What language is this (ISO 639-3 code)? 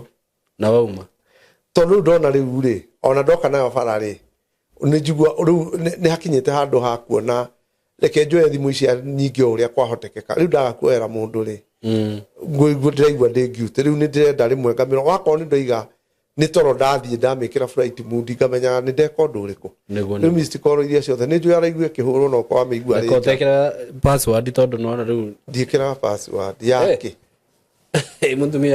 kik